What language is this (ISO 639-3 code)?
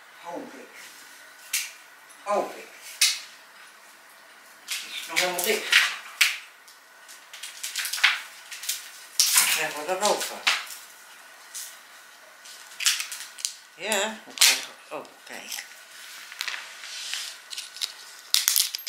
nld